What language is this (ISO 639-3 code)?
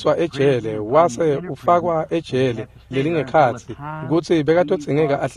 ssw